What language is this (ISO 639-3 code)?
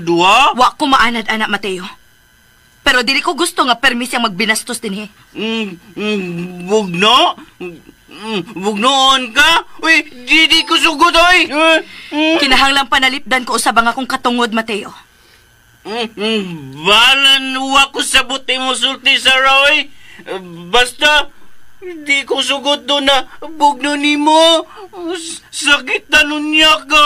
ceb